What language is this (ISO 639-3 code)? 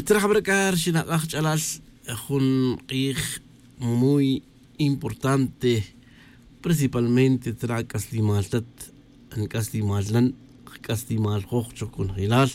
tzj